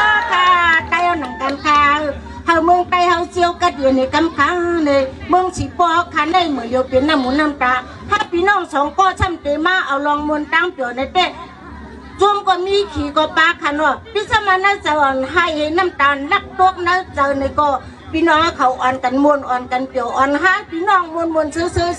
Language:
Shan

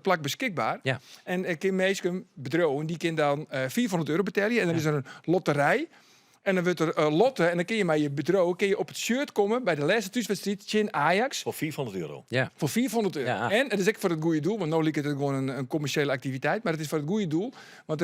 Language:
Western Frisian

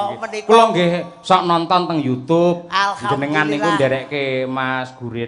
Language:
Javanese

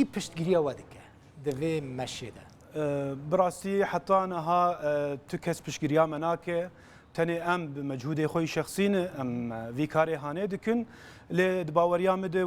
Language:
Kurdish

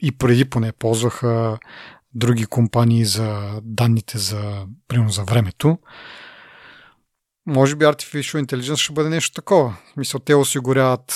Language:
Bulgarian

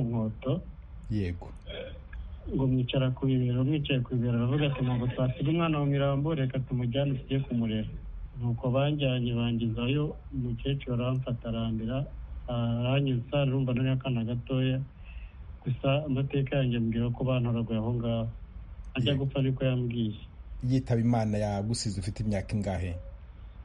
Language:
Kinyarwanda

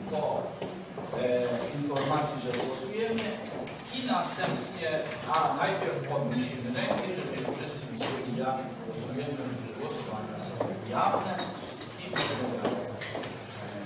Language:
Polish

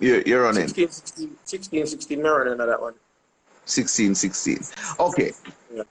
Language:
Jamaican Creole English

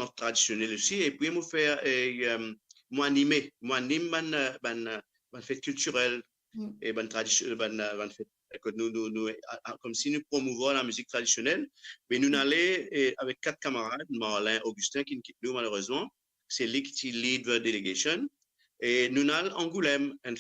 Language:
Morisyen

